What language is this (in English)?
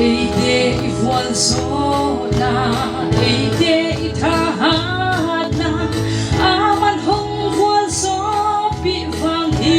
Paite Chin